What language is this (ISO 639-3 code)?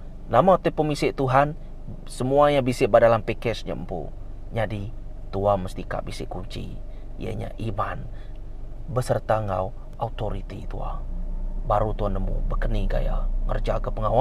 iba